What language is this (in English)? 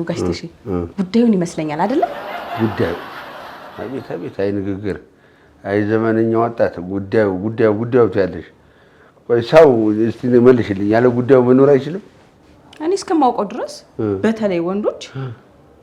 Amharic